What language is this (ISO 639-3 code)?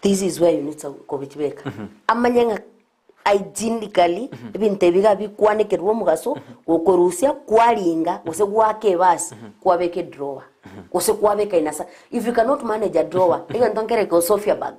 guz